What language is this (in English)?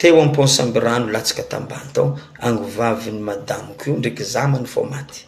Malagasy